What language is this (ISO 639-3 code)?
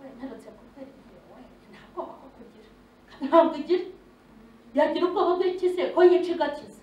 kin